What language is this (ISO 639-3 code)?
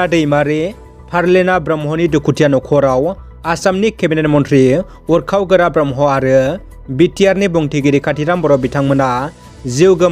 brx